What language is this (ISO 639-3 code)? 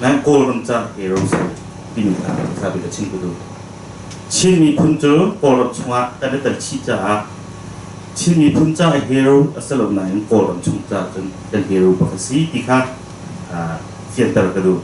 cnh